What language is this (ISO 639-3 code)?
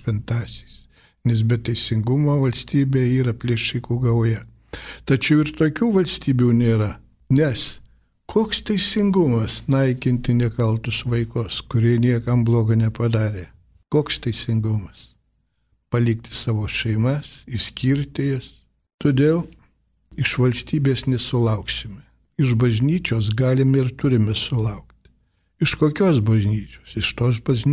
lit